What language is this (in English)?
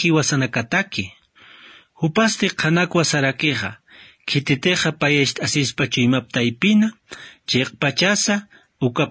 Aymara